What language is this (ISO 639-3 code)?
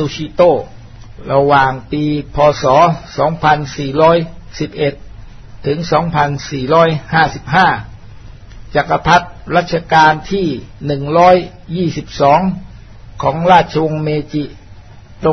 tha